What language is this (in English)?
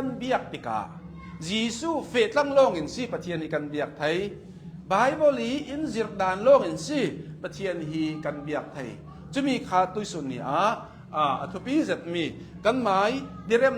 Hakha Chin